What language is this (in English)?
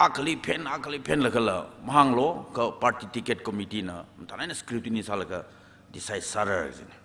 Tangkhul Naga (India)